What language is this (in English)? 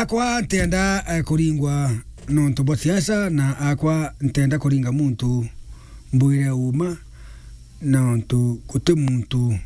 Meru